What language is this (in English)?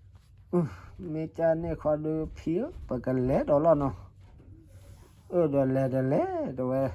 S'gaw Karen